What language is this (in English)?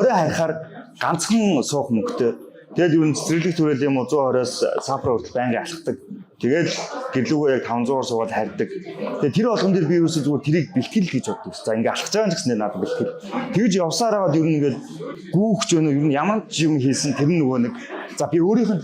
Mongolian